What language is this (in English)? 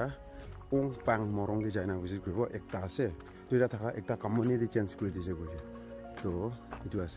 Naga Pidgin